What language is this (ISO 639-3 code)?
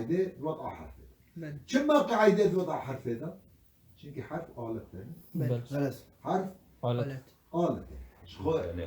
kur